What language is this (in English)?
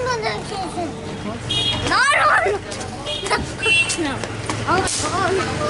Sambalpuri